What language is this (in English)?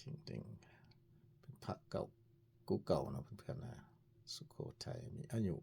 Lao